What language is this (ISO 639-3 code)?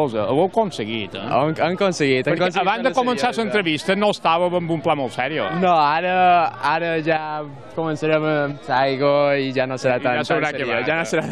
cat